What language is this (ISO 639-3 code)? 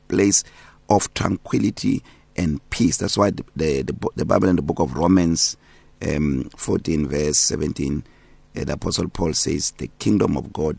eng